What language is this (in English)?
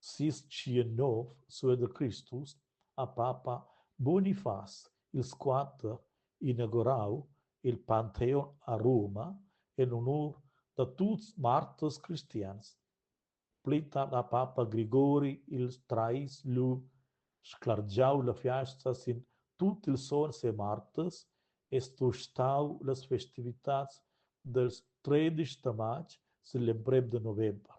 Romansh